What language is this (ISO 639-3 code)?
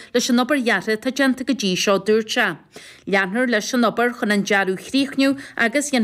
gle